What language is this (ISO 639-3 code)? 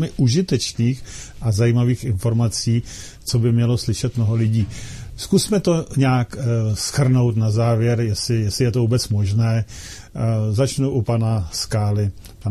ces